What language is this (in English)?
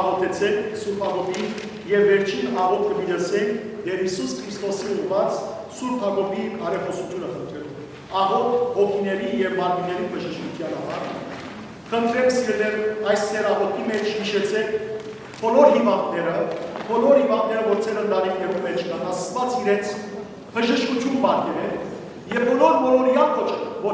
Western Armenian